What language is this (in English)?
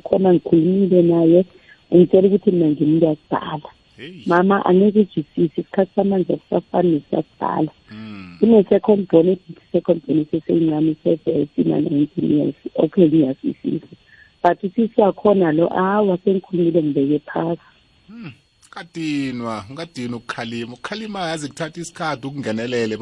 South Ndebele